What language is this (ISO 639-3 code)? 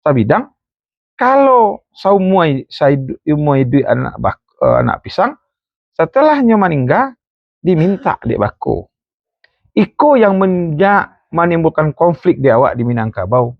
min